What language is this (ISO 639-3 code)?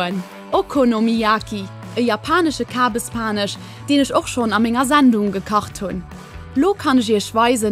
ltz